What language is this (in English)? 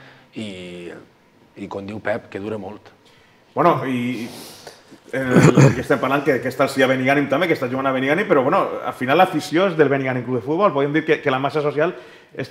Catalan